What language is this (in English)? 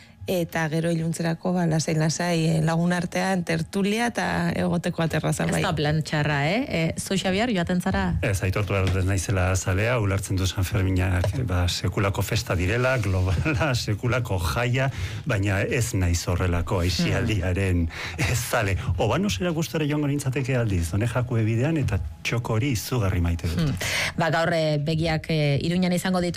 Basque